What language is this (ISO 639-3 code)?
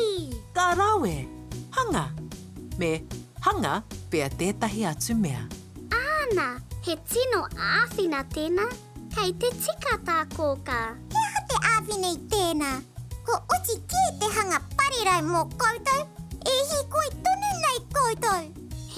mri